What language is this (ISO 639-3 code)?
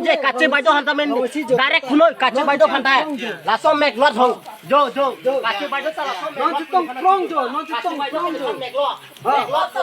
mjw